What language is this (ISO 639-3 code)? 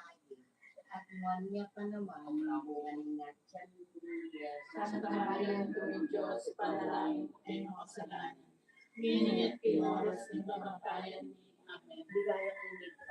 pam